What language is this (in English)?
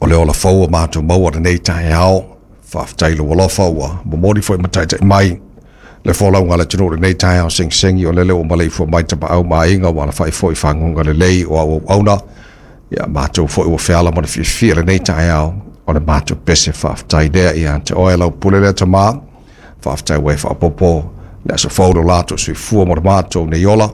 Samoan